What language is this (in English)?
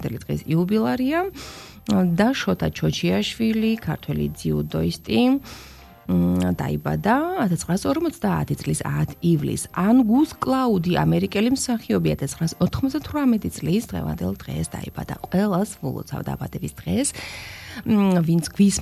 Georgian